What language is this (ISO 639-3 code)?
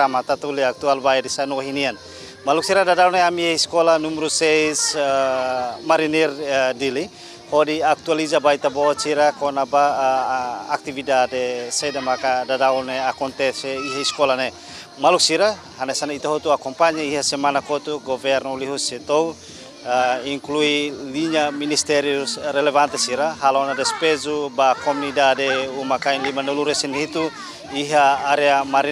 tet